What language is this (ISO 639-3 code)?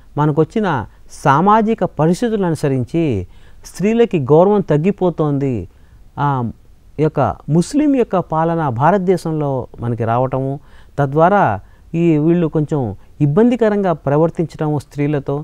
tel